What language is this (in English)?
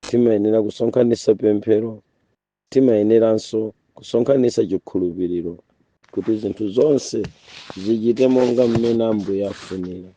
Nyanja